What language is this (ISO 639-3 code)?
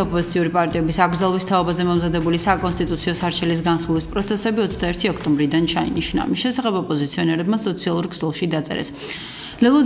kat